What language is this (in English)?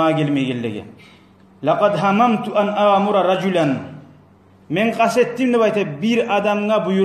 Kumyk